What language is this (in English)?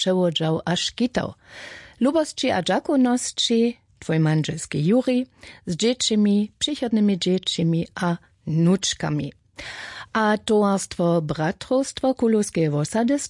Upper Sorbian